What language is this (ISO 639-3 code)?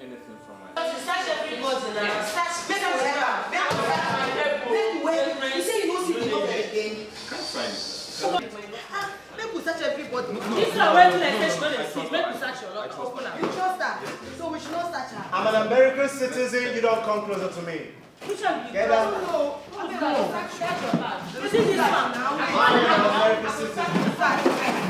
pcm